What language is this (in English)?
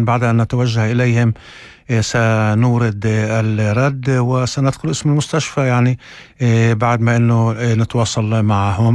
North Levantine Arabic